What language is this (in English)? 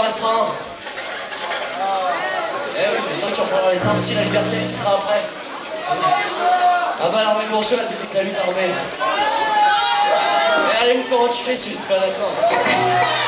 French